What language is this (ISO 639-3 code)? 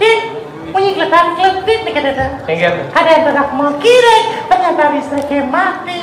ban